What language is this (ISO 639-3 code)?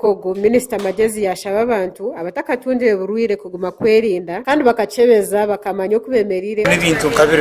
nyn